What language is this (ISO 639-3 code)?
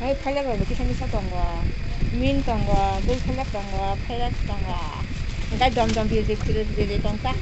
trp